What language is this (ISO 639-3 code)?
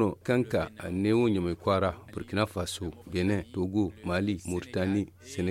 dje